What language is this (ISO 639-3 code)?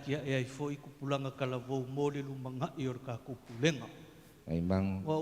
smo